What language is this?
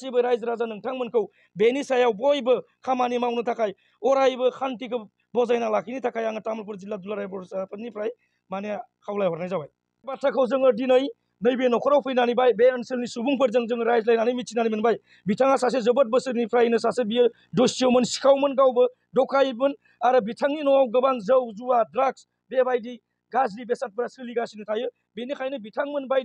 Bodo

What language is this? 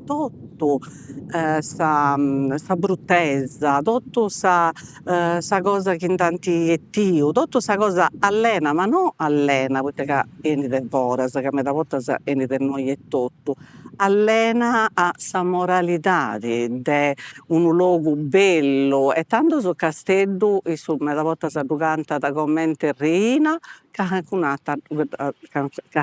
Sardinian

